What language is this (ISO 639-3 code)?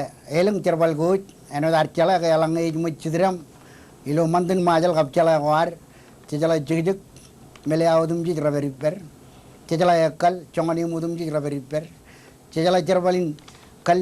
mah